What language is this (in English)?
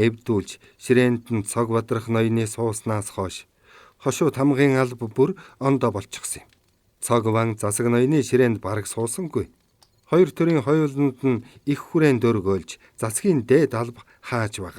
Mongolian